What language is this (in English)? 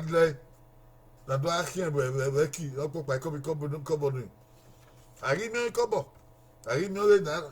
Bini